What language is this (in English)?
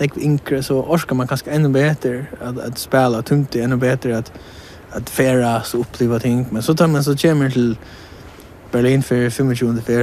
Faroese